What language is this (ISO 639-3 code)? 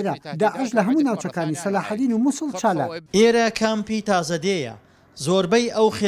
ckb